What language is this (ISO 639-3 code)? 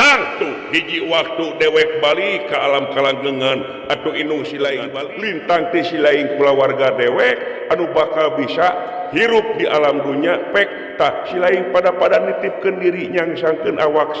sun